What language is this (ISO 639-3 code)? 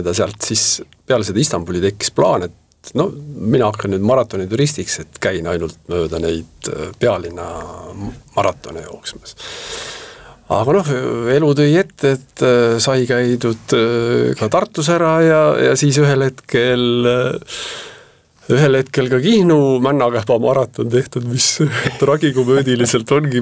est